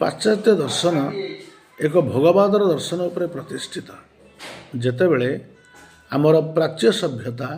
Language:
Odia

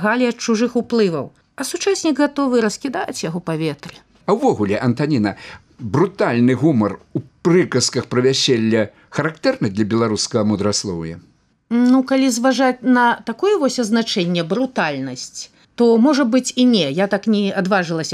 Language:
Belarusian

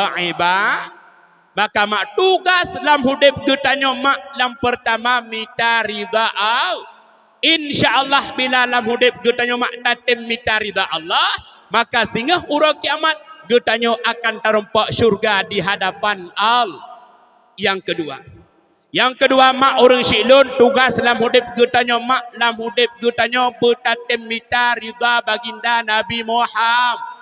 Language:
Achinese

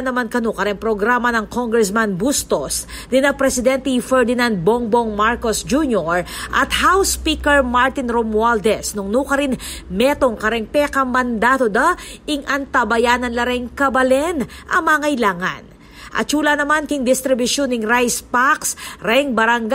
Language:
Pampanga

